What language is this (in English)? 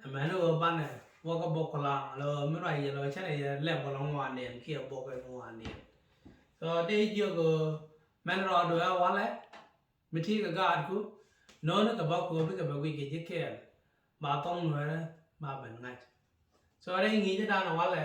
Nuer